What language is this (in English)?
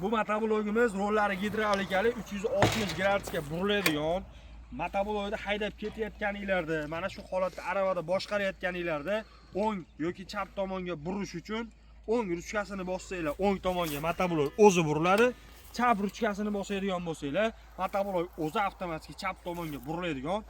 Uzbek